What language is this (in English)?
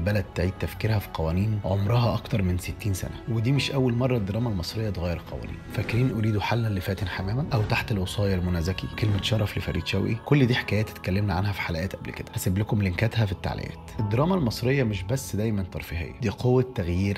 Egyptian Arabic